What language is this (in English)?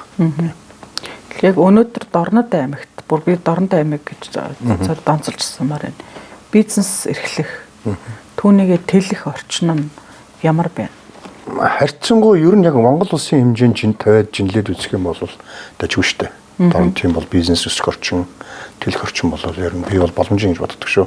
Mongolian